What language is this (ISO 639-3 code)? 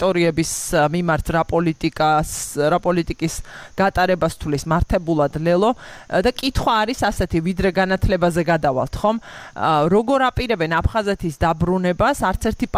kat